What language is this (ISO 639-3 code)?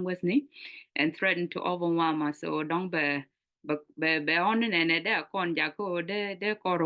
nus